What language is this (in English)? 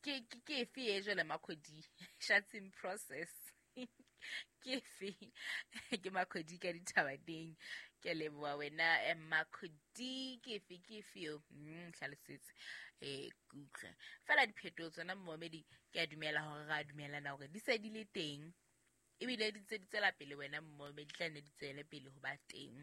Southern Sotho